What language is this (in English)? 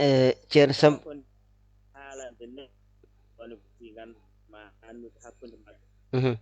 Fula